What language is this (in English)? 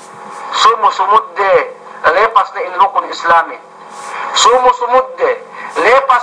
Yakan